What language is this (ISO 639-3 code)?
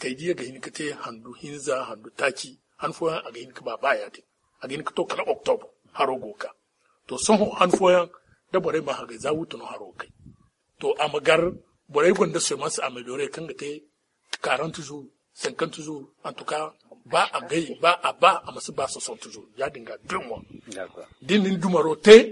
dje